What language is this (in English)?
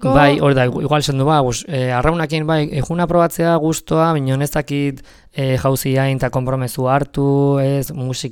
Basque